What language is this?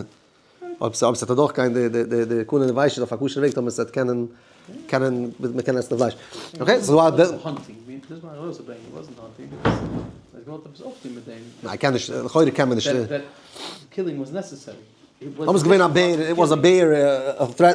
Yiddish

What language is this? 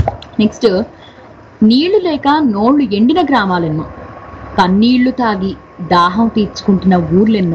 Telugu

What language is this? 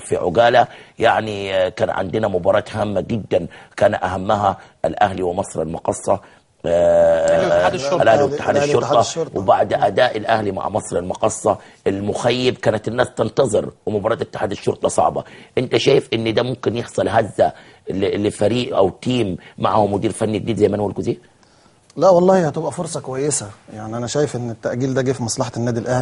Egyptian Arabic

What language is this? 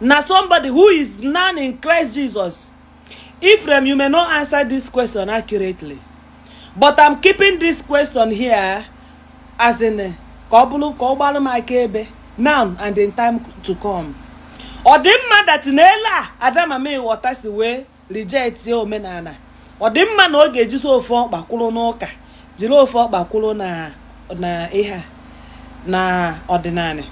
Igbo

